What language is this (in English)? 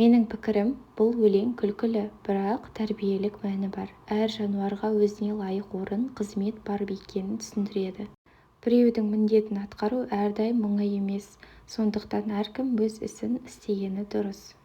Kazakh